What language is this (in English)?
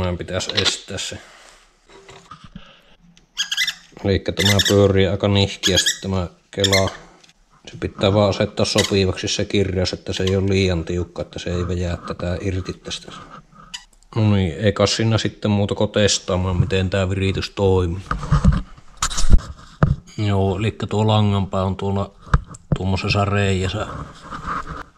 Finnish